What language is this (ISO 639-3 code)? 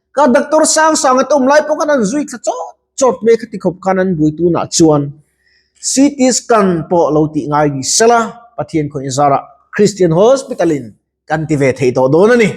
lus